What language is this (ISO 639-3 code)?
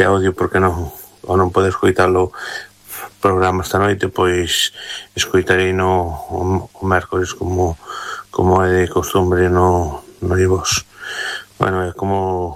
glg